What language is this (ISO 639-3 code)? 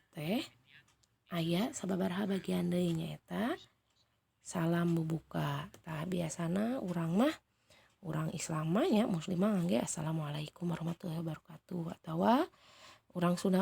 sun